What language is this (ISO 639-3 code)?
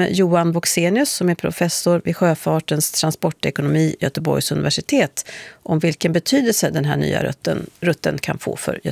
swe